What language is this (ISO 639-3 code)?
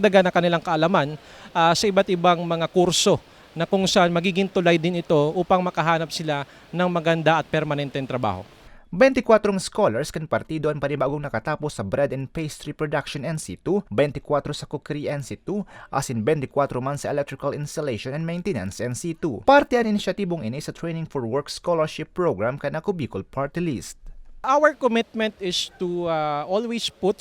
bik